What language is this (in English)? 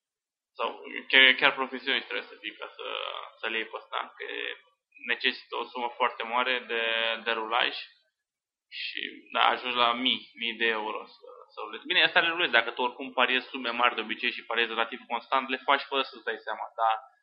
Romanian